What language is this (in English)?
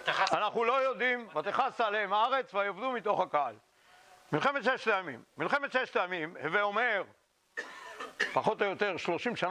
Hebrew